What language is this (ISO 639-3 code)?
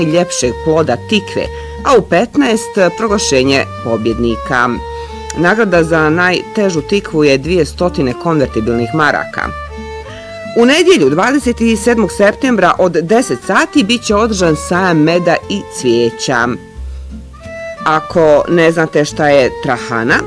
bos